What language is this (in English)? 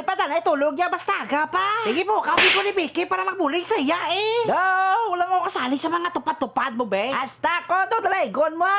Hiligaynon